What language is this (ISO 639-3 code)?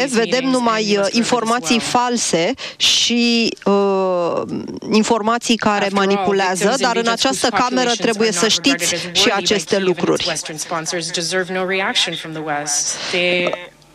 ron